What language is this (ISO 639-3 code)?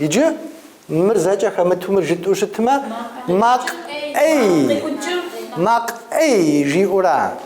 kbd